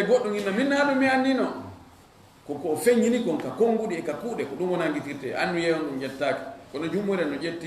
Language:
Fula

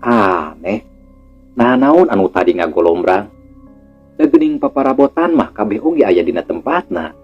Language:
Sundanese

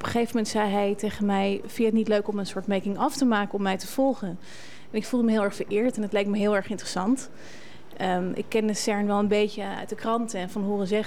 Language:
Dutch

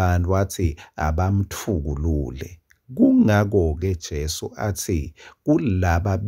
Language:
Swati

